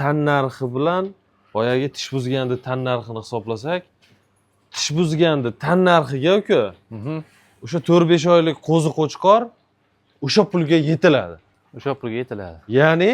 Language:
Uzbek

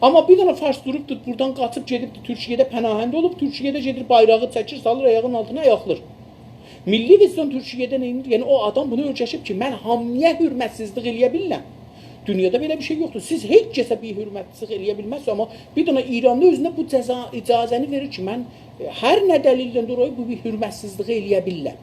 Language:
South Azerbaijani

